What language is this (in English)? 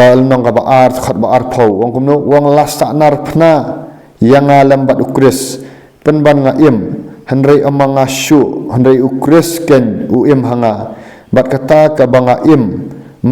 Khasi